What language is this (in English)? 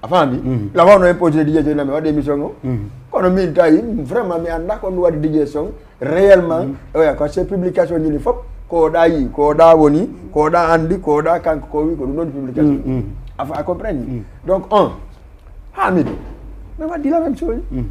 Fula